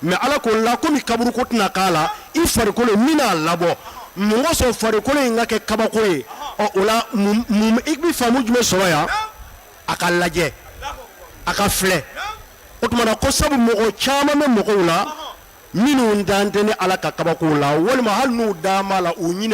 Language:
Bambara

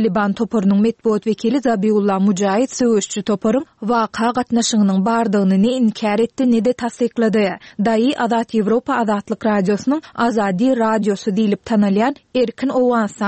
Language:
Turkmen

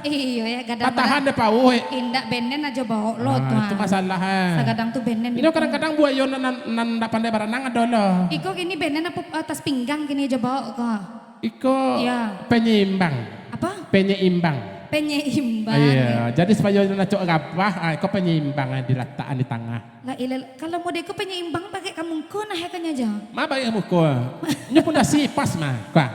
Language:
Minangkabau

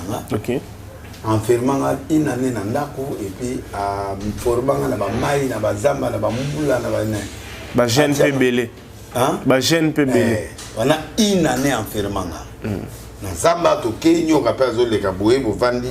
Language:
Lingala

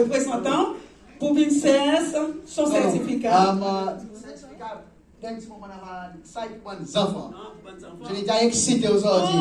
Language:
Seselwa Creole French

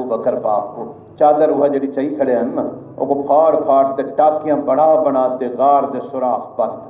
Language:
Saraiki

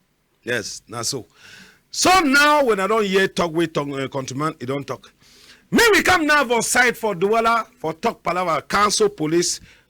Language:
Cameroon Pidgin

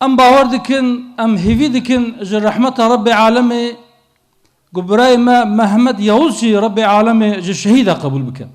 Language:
Kurdish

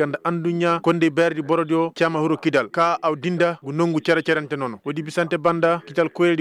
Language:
Koyraboro Senni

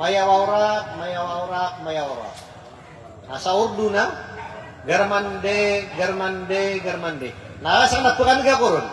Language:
Maranao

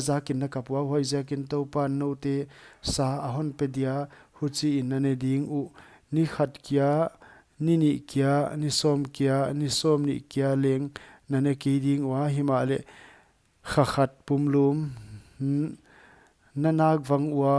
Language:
Paite Chin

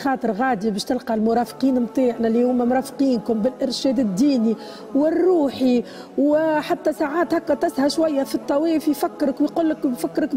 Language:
Tunisian Arabic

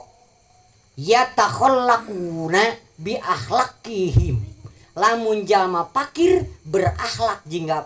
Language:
Sundanese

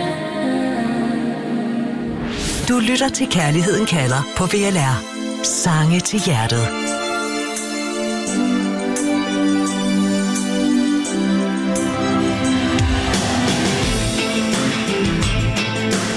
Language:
Danish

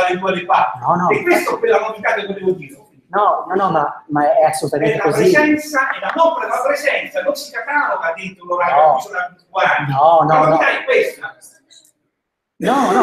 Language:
Italian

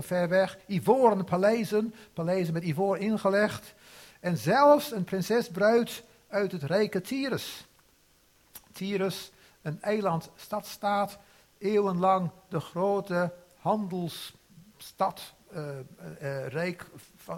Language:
Dutch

